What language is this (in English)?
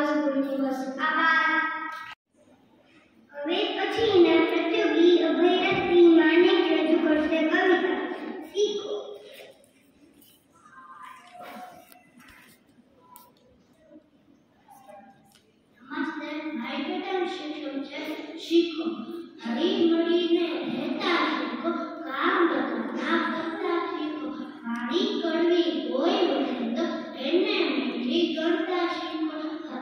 Gujarati